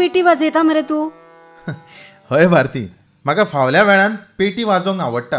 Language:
Konkani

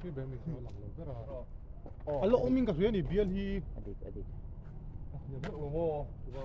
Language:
Mizo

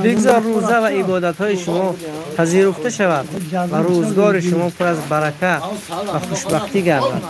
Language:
Tajik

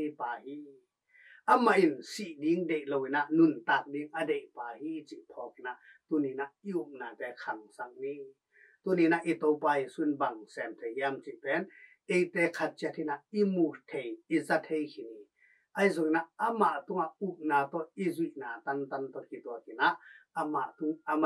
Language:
Tedim Chin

